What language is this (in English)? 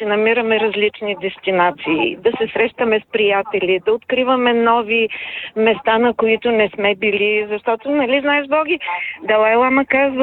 Bulgarian